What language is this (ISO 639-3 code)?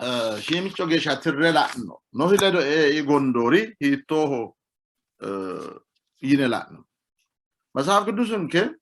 sid